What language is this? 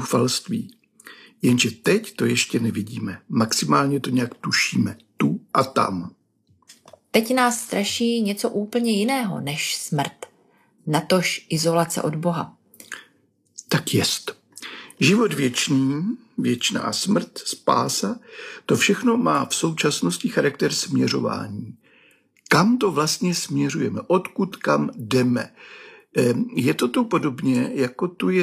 Czech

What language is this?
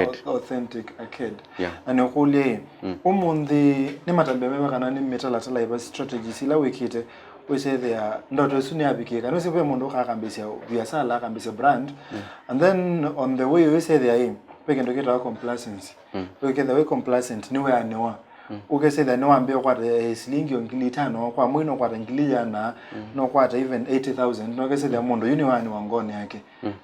Kamba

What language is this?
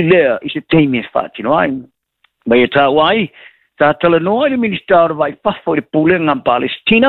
Samoan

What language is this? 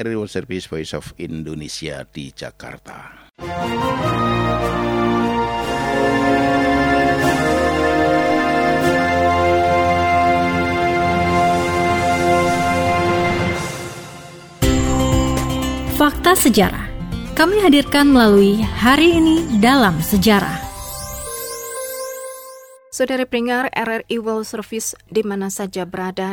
Indonesian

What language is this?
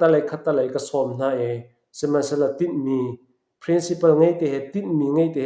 Falam Chin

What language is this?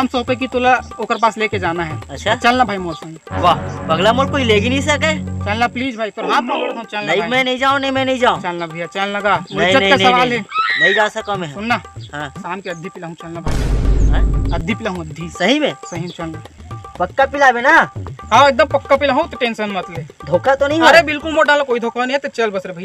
Chhattisgarhi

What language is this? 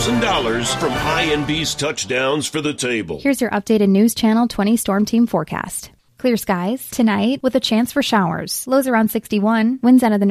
English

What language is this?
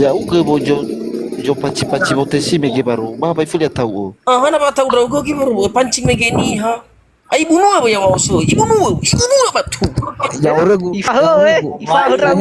Nias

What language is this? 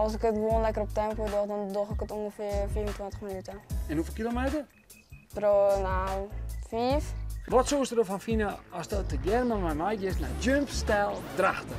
Western Frisian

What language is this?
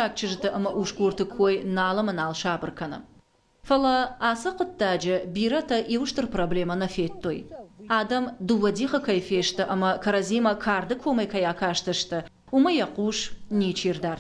Ossetic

